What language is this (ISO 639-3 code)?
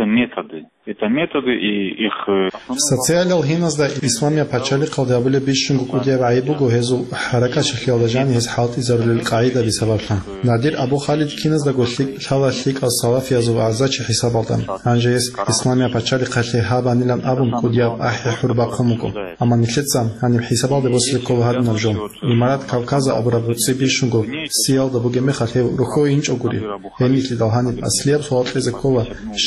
ava